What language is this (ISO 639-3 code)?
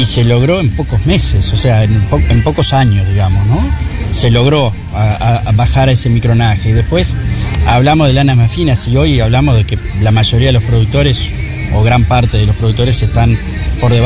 spa